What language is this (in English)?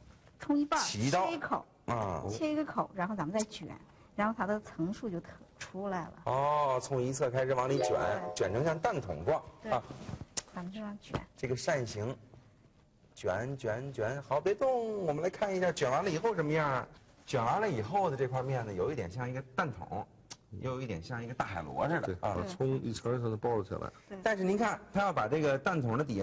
Chinese